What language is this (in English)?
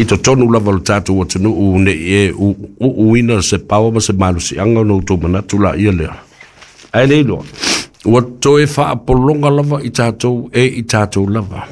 Samoan